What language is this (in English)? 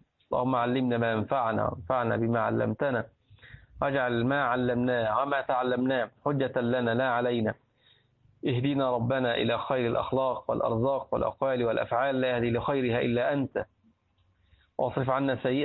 Arabic